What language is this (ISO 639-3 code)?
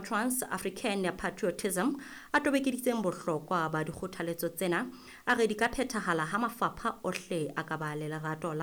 sot